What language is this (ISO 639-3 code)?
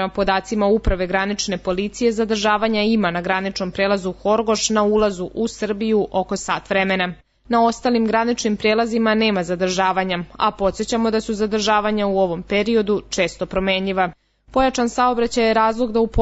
srp